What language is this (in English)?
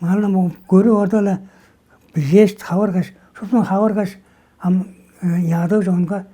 Tuvinian